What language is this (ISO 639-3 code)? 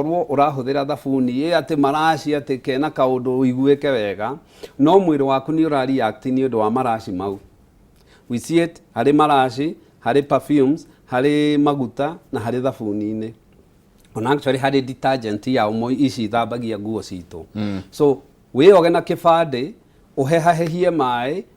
kik